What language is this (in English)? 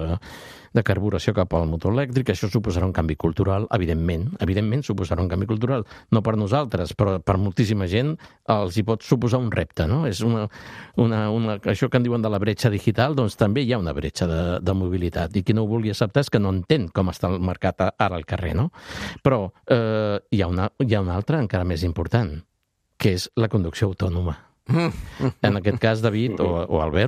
Catalan